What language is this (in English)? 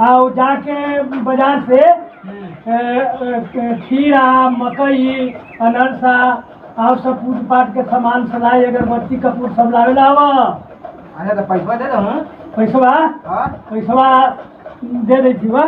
Magahi